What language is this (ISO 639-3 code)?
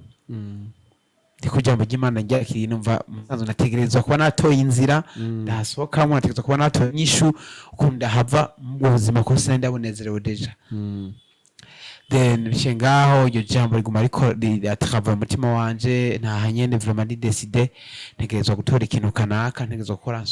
run